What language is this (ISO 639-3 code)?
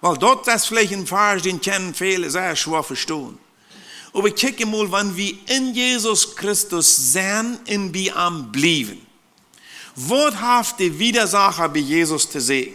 pdt